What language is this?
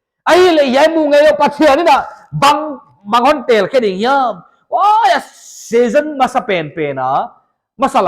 Paite Chin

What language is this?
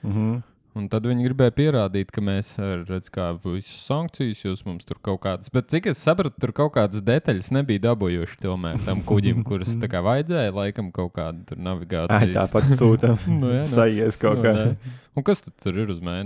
Latvian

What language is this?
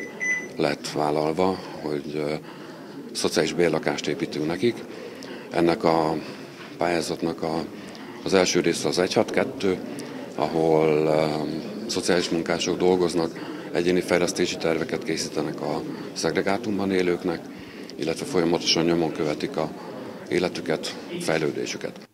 Hungarian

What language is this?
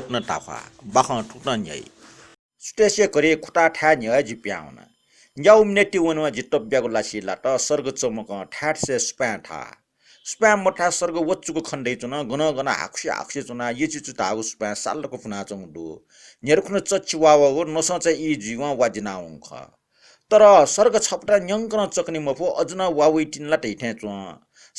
Newari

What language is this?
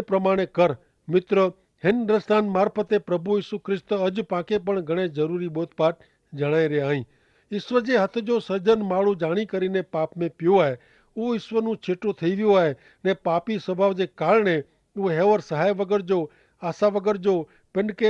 Kachhi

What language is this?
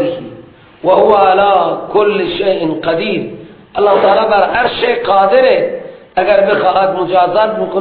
Persian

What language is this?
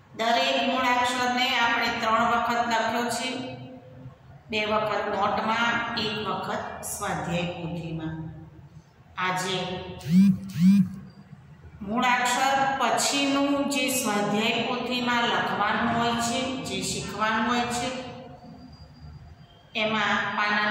Gujarati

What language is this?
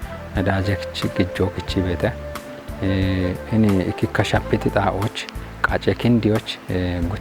Kafa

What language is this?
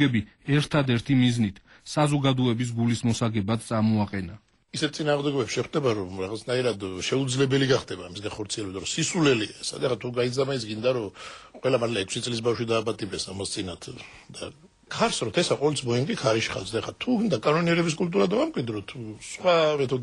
Georgian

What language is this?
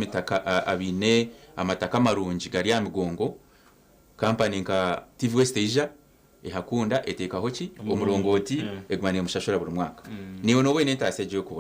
Nyankole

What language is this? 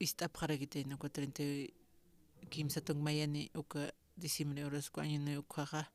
Aymara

